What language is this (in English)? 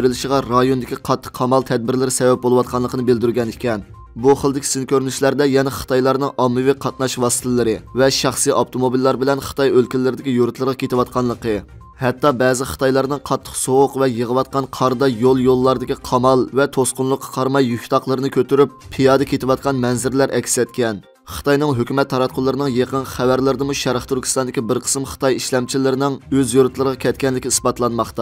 Uyghur